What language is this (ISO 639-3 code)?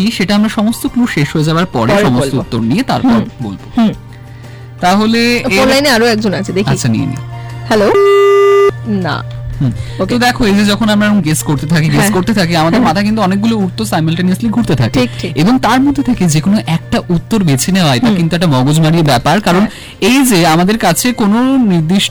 ben